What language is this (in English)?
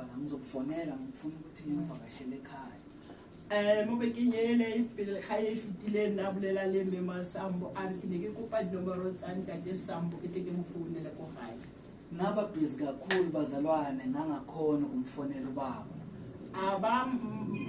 Zulu